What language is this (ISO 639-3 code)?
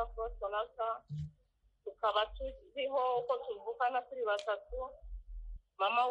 kin